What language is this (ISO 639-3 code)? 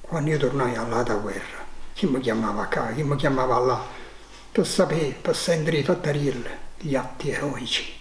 nap